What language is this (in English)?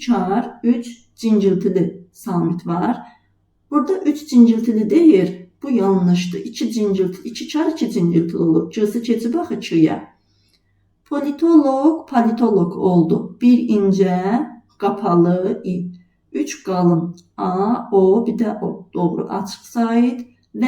Azerbaijani